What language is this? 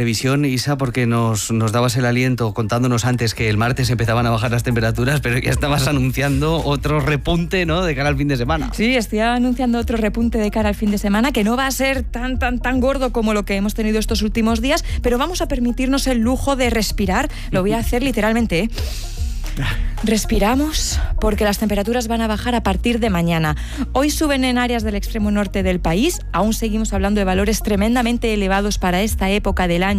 Spanish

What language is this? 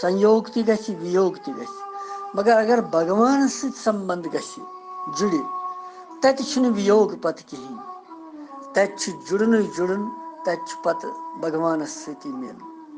Kashmiri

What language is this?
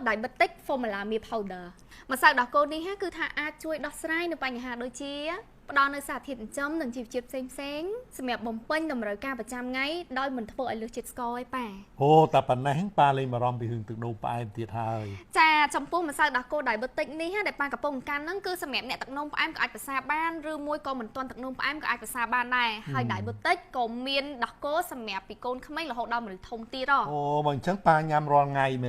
Khmer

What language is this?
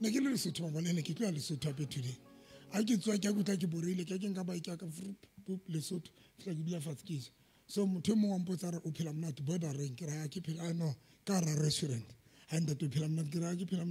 Southern Sotho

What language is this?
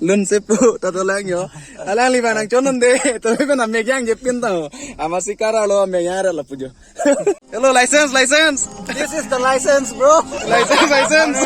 Karbi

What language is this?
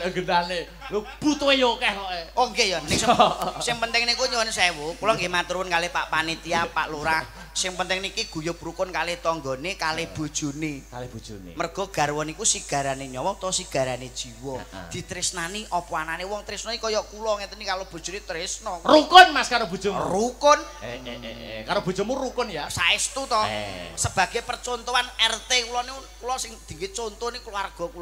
Javanese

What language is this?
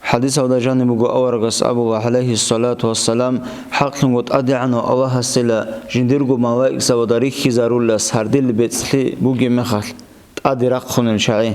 Avaric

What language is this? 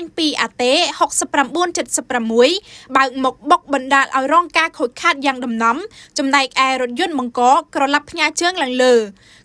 Khmer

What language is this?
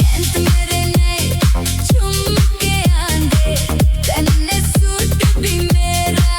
Dogri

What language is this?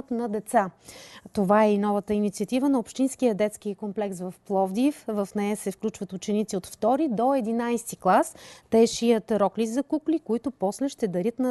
Bulgarian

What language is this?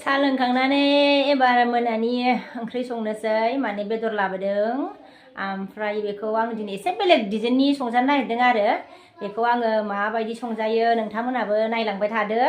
Bodo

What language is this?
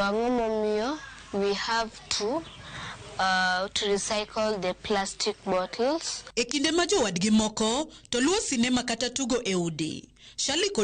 Luo (Kenya and Tanzania)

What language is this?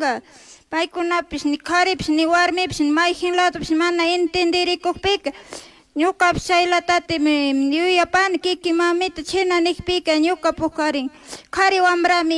Chimborazo Highland Quichua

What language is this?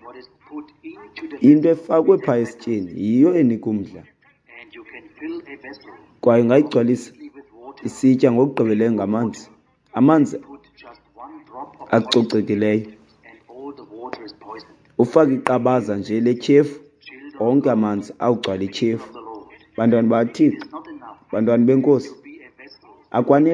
Xhosa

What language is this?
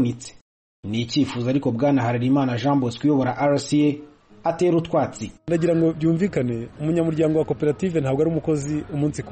Kinyarwanda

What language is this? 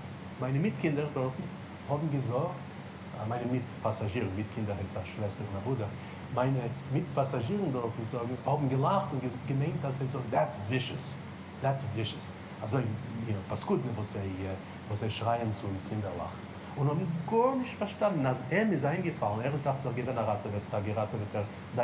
Yiddish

